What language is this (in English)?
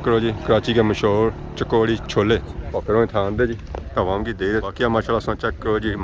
Pahari-Potwari